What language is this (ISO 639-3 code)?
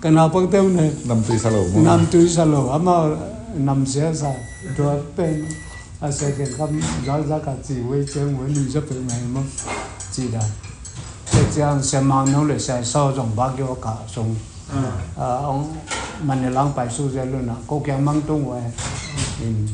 ctd